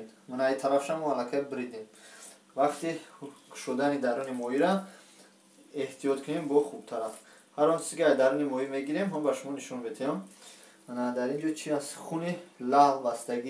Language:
Tajik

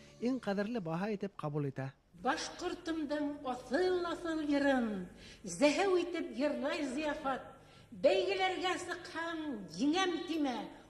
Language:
Bashkir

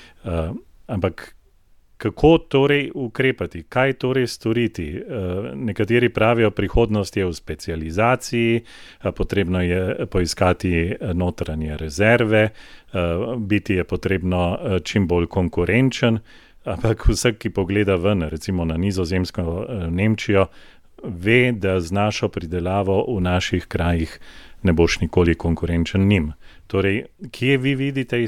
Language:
Slovenian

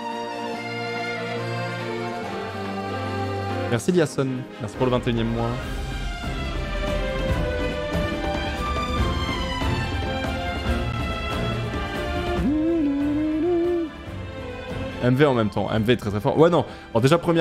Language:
French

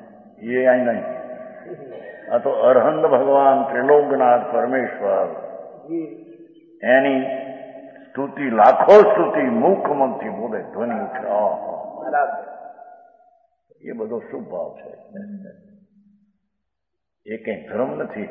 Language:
Gujarati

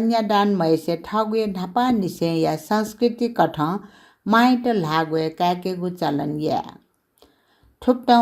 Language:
Newari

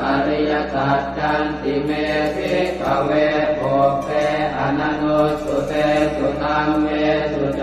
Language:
Pali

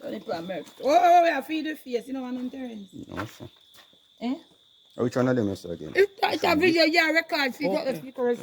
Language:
Jamaican Creole English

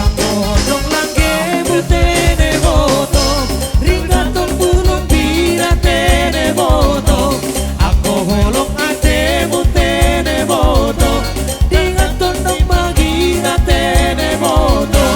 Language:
Batak Toba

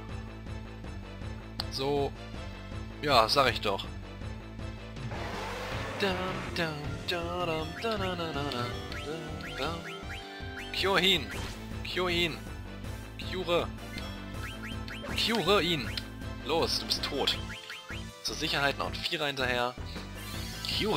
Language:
German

